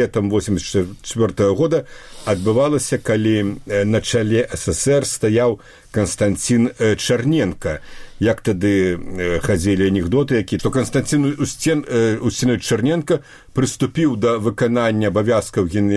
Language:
Belarusian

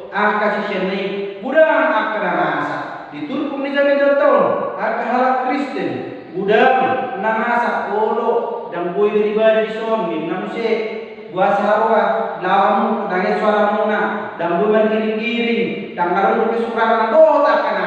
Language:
Batak Toba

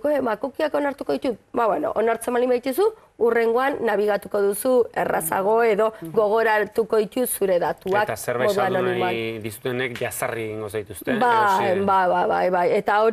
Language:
Basque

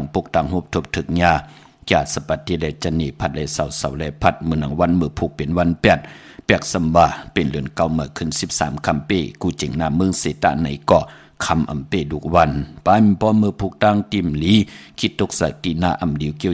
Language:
Shan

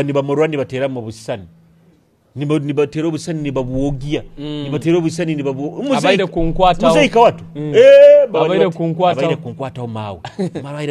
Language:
Nyoro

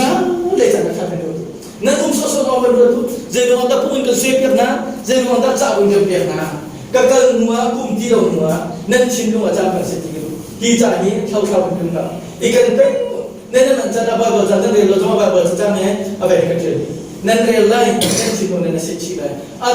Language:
Hakha Chin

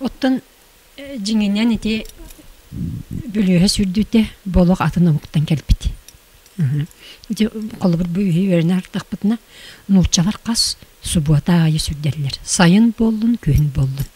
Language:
Yakut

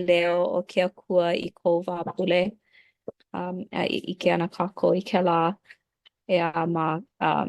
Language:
Hawaiian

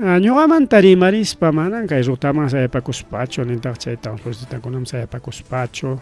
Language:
Ayacucho Quechua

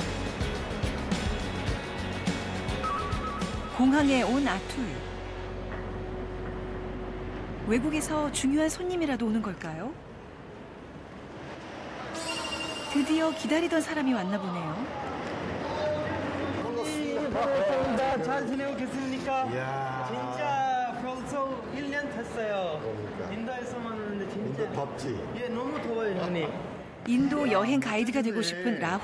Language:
Korean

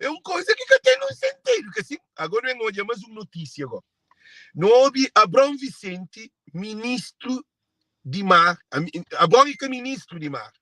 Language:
Kabuverdianu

